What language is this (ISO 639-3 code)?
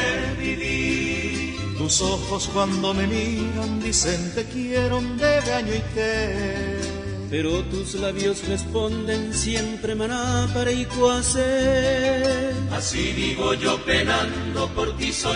grn